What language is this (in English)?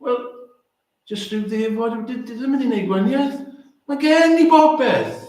Welsh